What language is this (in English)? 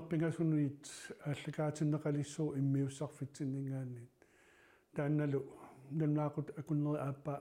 Kalaallisut